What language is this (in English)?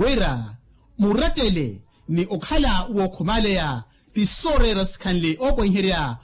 Makhuwa